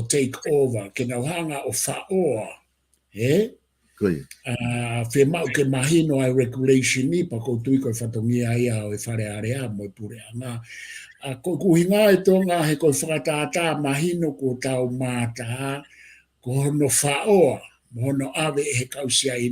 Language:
Tongan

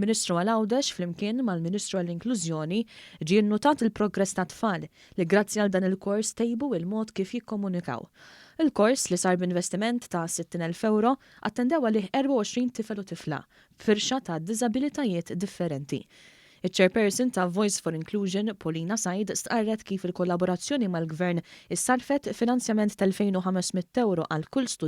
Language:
Maltese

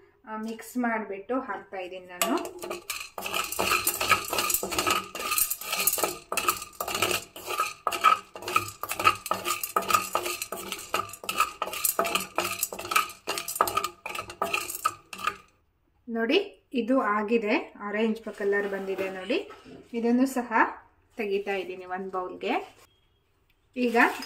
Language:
Kannada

